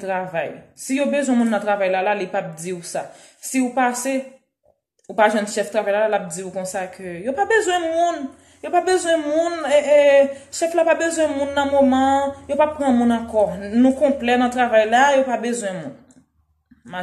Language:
Haitian Creole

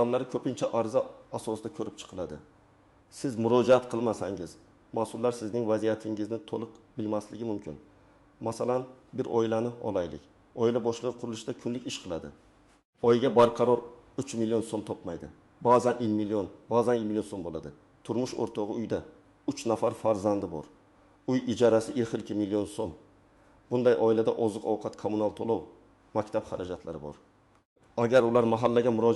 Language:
Uzbek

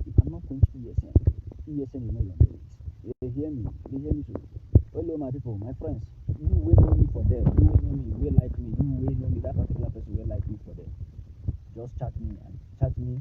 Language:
Nigerian Pidgin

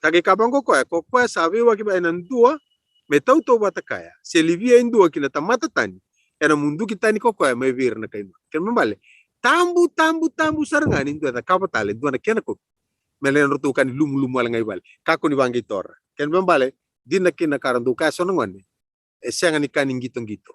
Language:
Fijian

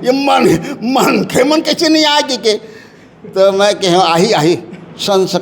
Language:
Chhattisgarhi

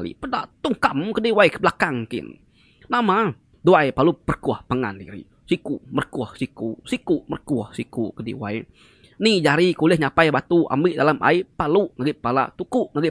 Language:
Iban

